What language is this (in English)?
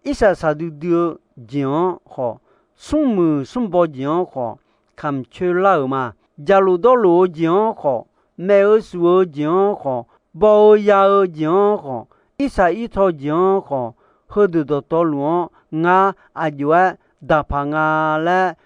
Akha